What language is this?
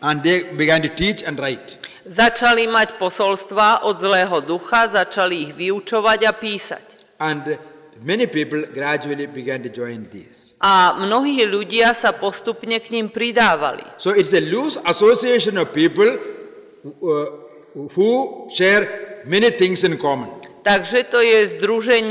Slovak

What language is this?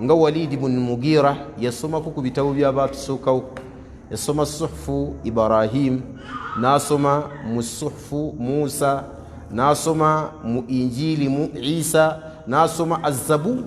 Ganda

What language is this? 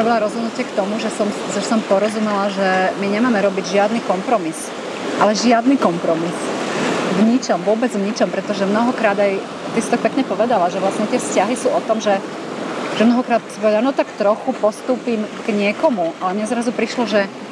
Slovak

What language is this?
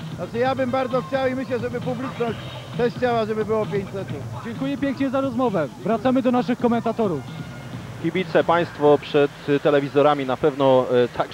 Polish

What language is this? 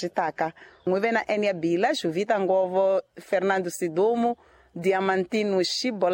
Tsonga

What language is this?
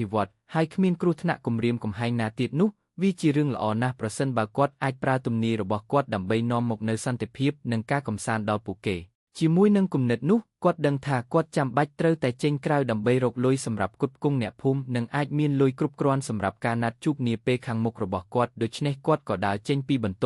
Khmer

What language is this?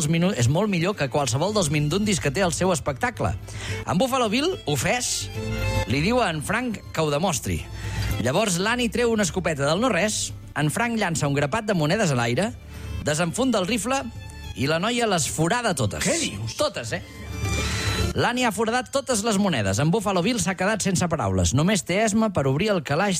Catalan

